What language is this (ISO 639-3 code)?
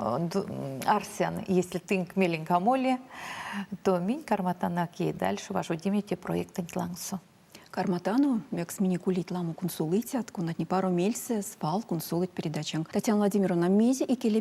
myv